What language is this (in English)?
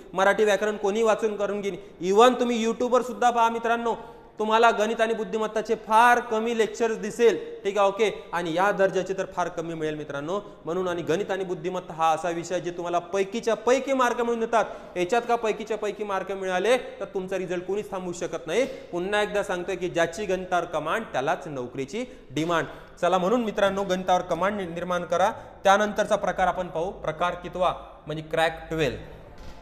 Marathi